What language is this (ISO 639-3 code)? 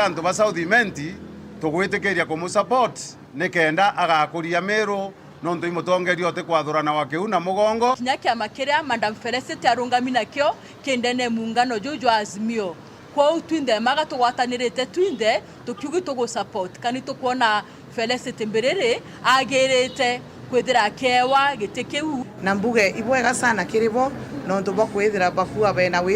mer